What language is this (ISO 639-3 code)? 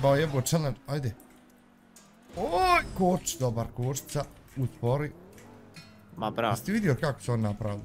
bos